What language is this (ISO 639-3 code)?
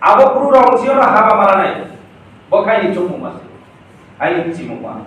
ria